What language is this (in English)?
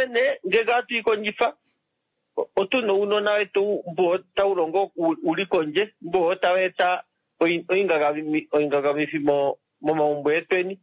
Kuanyama